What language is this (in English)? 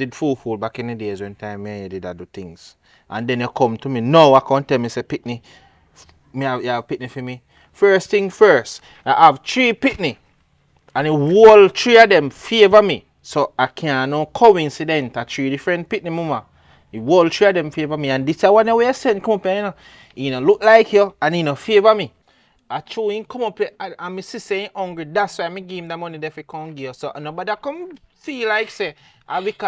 Jamaican Creole English